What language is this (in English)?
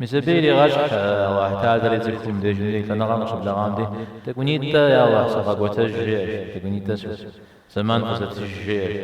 Kabardian